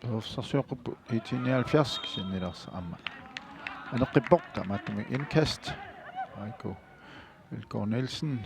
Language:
Kalaallisut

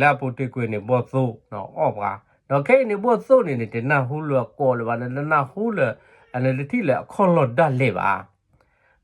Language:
S'gaw Karen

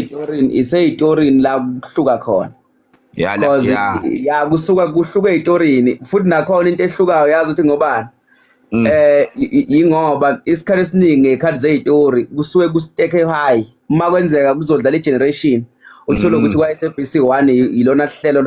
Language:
Zulu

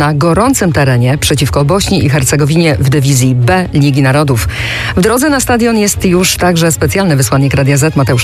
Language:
Polish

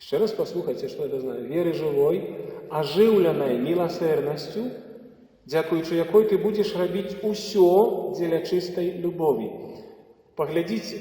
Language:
Belarusian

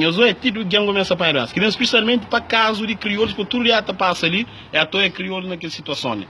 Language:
Kabuverdianu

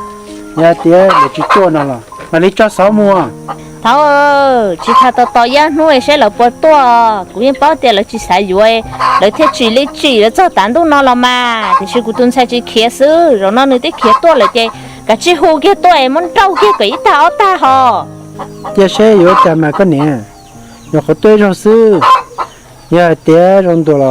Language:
Hmong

